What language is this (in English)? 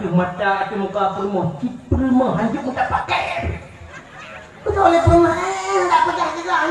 Achinese